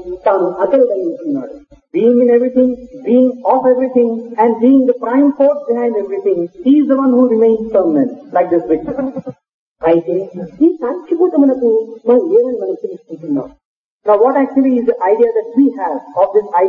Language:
Telugu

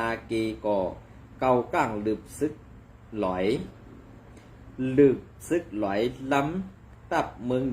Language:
Shan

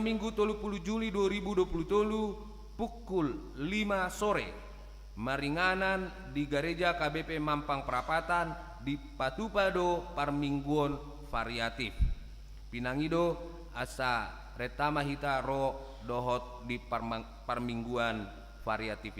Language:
Batak Toba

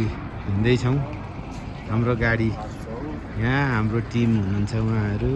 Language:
Nepali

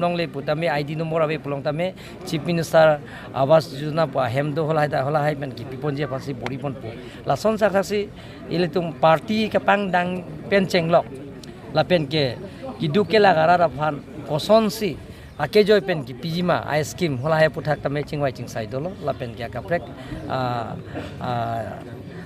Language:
Karbi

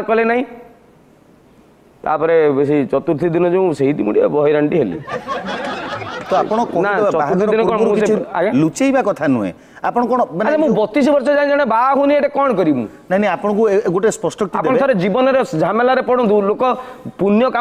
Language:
Odia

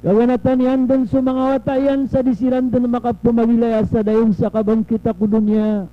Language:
Maranao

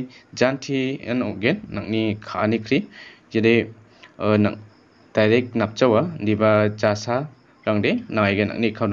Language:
Garo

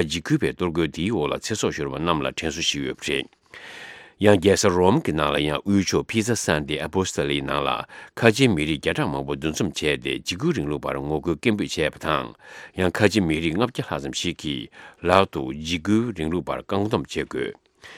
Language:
Tibetan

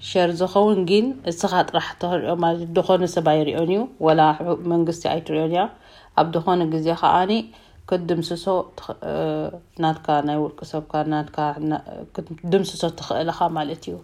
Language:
Tigrinya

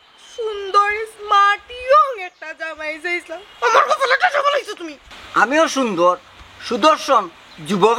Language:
Sylheti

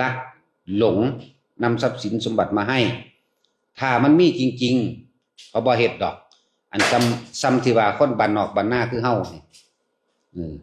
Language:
Northeastern Thai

